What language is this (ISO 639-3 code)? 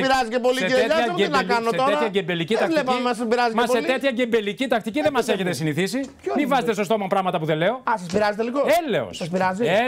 ell